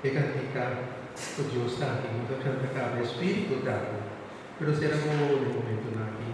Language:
Papiamento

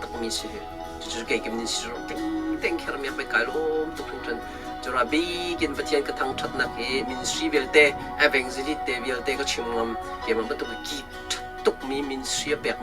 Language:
Hakha Chin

